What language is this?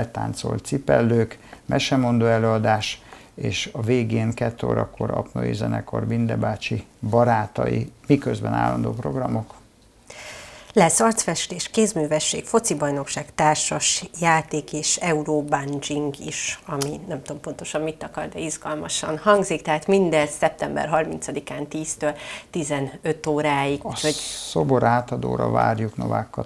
Hungarian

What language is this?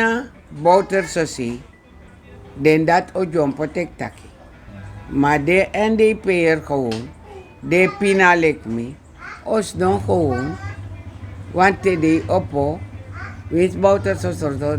Sranan Tongo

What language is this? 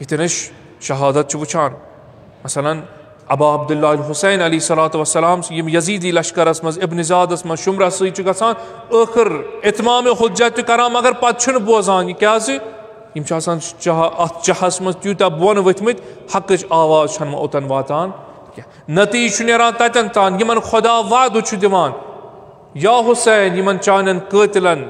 Kashmiri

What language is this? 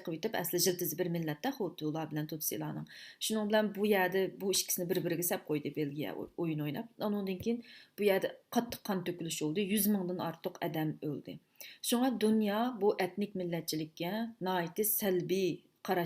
Uyghur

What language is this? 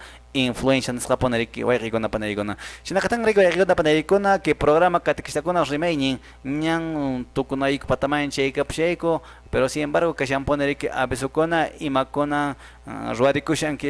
Quechua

